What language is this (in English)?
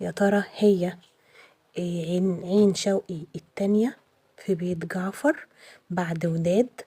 Egyptian Arabic